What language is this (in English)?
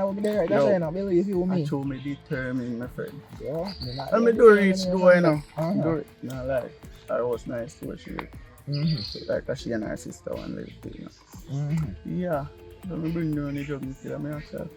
Jamaican Creole English